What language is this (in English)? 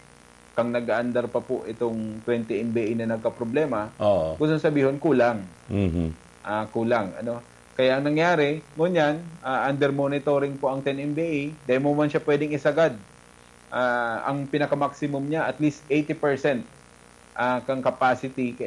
Bikol